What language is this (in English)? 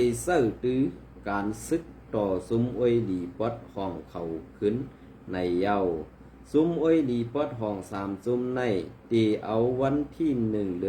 Shan